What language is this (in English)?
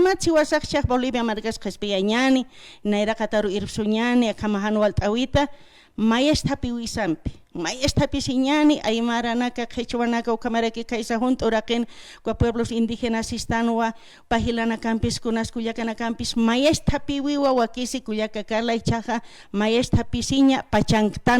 Aymara